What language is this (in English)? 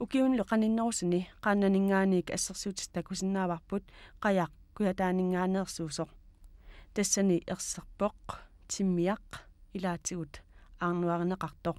Kalaallisut